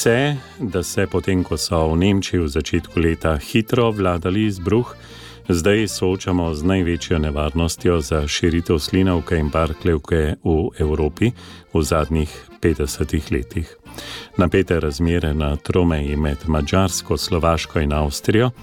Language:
Slovenian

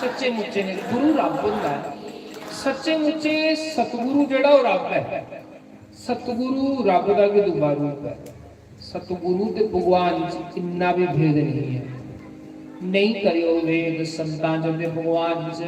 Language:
Dogri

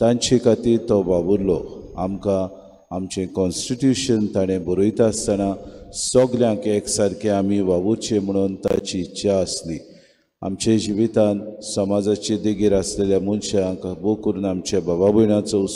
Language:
Konkani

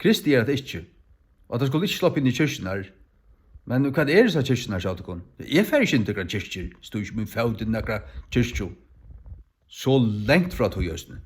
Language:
Faroese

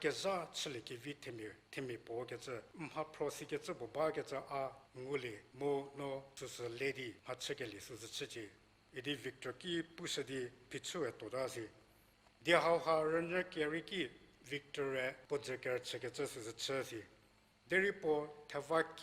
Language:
Angami Naga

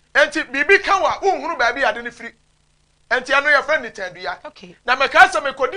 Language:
Akan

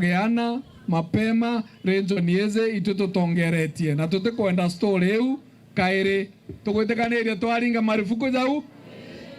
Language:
Meru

